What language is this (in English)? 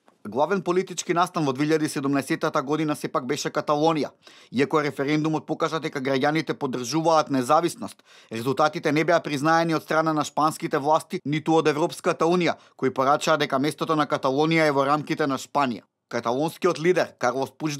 Macedonian